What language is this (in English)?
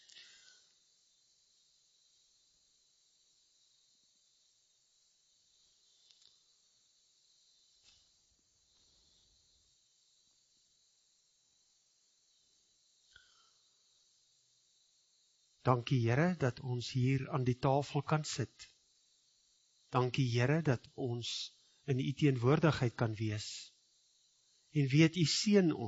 Afrikaans